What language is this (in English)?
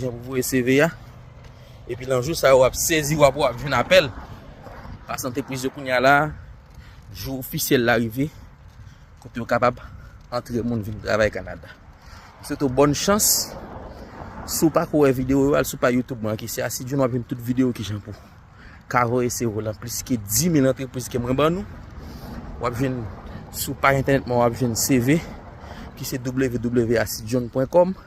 Haitian Creole